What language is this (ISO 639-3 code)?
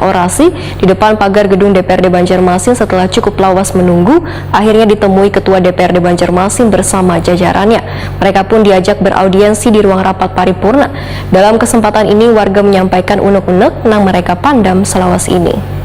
bjn